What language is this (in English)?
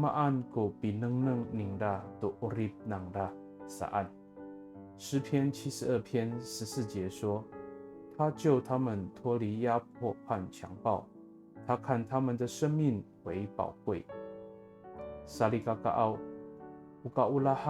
Amis